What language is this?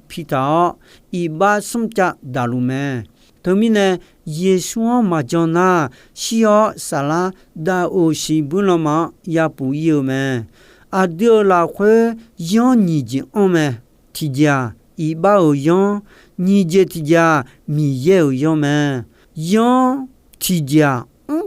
Akha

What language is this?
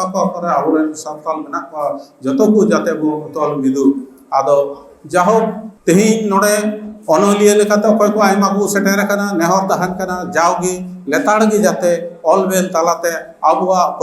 Santali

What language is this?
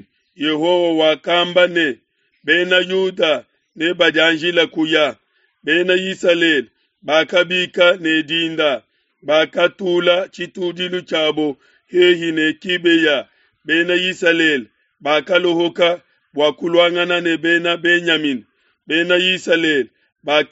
Luba-Lulua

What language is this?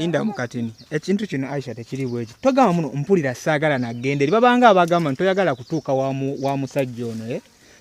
Ganda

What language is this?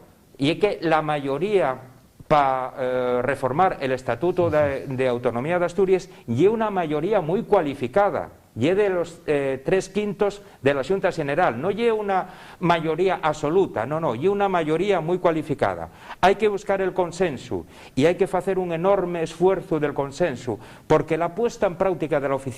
Asturian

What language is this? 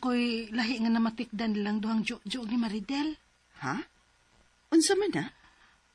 Cebuano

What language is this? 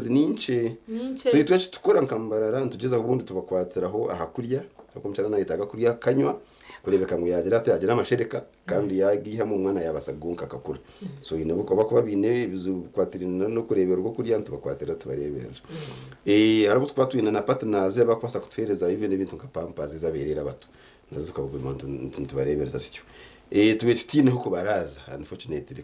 Nyankole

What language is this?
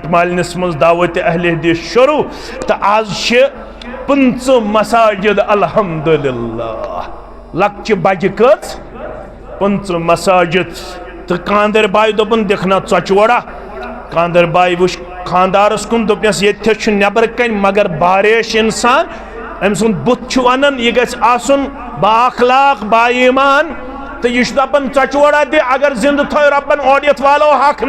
Kashmiri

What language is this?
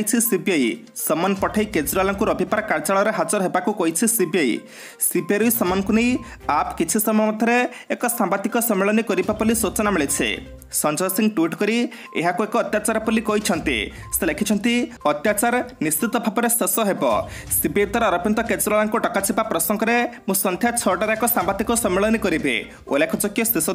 Odia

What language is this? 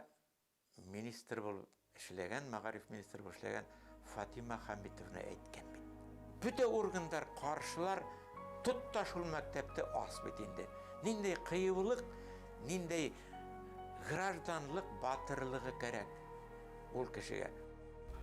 Bashkir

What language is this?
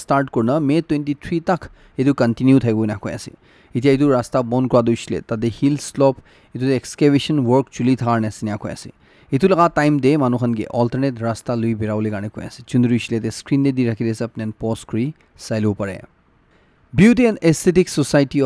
Naga Pidgin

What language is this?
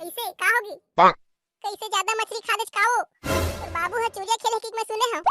Chhattisgarhi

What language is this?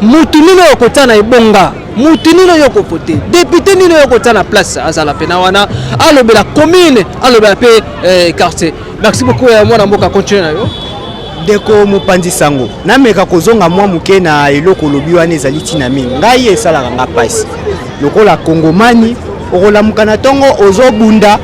Lingala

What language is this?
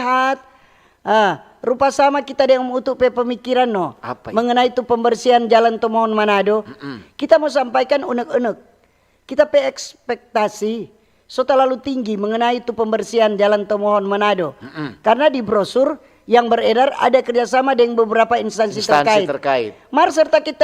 Manado Malay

